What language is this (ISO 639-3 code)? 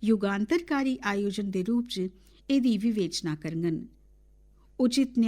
doi